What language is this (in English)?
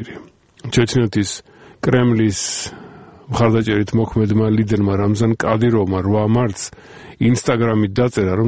Georgian